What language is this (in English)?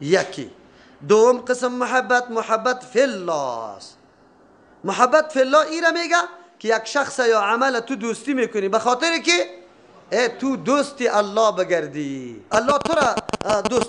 Persian